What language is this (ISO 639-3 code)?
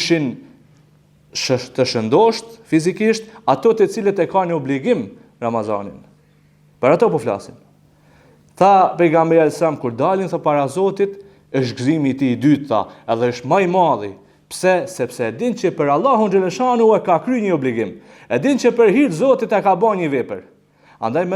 sqi